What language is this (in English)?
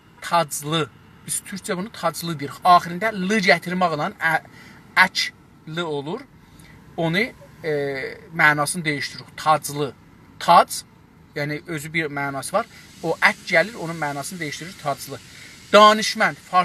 South Azerbaijani